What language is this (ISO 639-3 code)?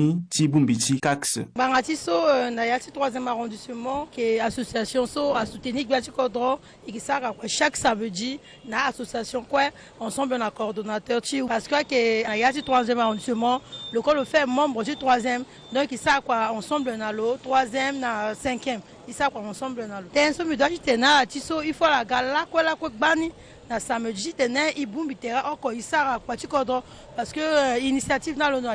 sag